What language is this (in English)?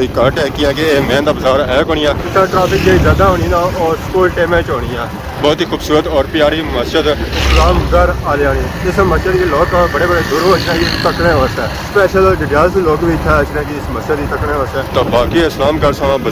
Pahari-Potwari